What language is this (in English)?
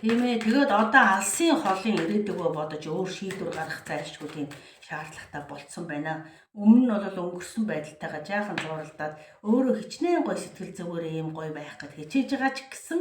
Mongolian